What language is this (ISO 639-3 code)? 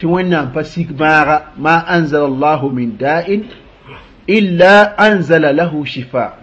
mos